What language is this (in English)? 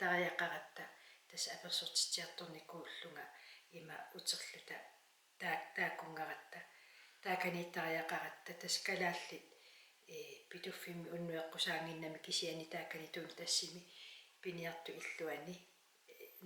Kalaallisut